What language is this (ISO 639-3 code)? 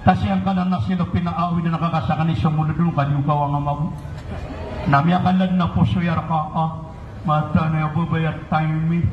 mrw